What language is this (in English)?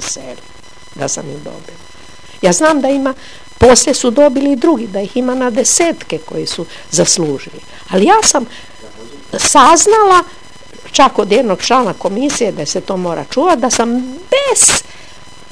Croatian